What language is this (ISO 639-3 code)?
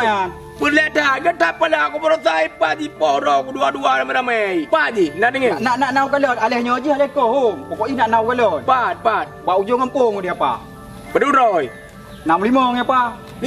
ace